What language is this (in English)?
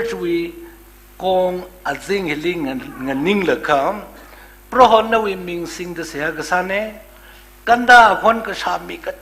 Tangkhul Naga (India)